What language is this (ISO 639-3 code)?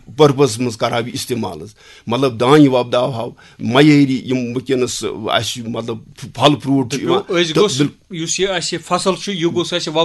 kas